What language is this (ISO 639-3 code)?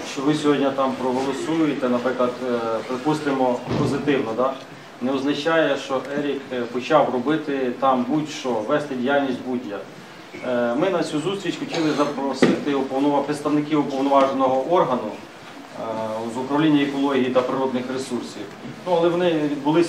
ukr